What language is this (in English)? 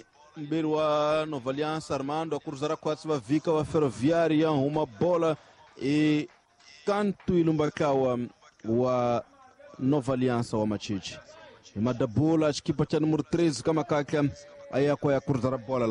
Tsonga